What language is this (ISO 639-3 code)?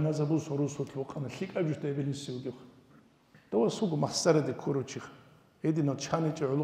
ava